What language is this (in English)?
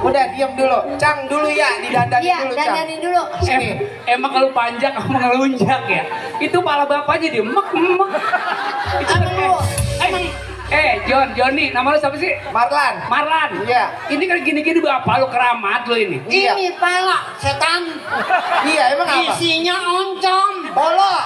Betawi